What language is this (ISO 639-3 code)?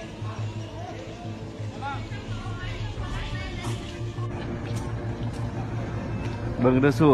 lao